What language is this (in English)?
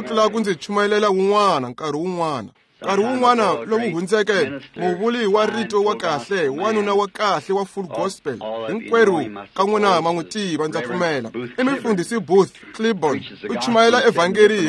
Tsonga